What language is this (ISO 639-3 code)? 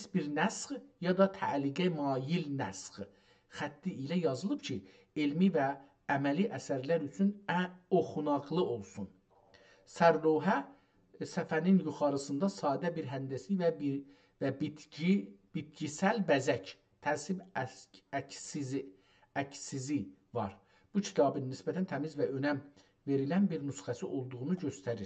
azb